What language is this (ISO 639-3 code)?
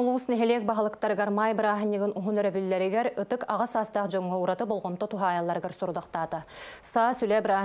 sah